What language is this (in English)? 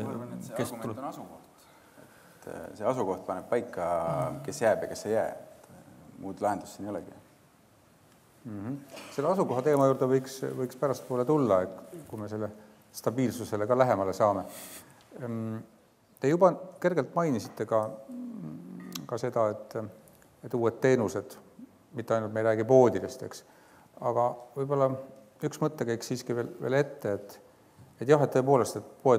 Estonian